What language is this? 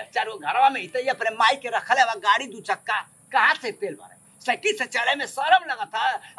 Bhojpuri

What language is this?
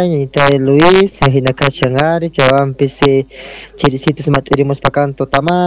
South Bolivian Quechua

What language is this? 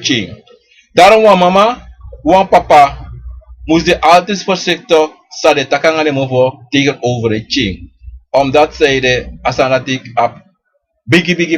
Sranan Tongo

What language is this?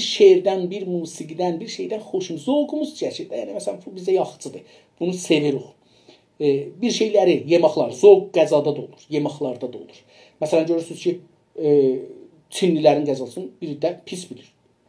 South Azerbaijani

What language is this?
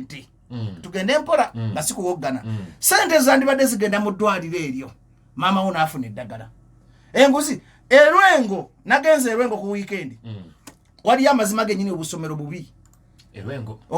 Ganda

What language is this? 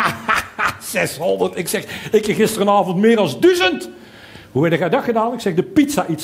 Dutch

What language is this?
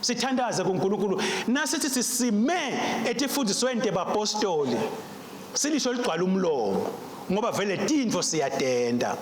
Swati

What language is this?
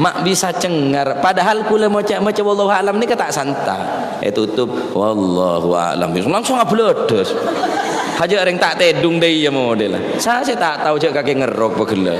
Madurese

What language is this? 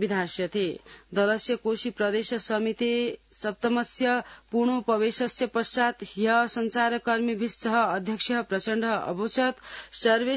Sanskrit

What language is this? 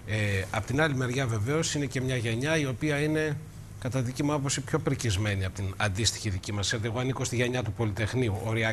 Greek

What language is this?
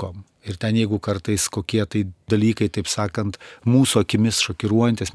Lithuanian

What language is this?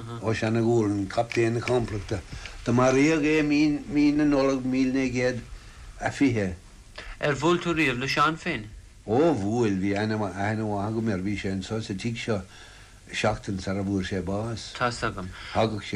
Irish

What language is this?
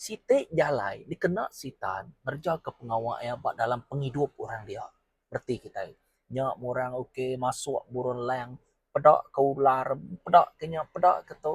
Iban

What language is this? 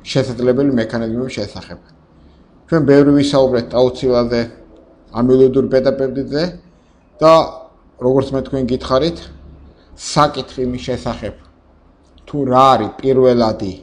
Georgian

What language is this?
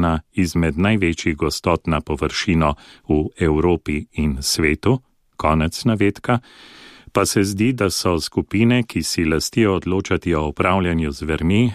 Slovenian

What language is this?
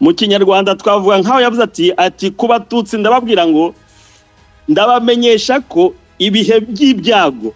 Kinyarwanda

